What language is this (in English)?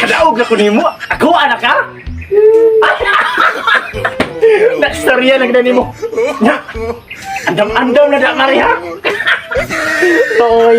Cebuano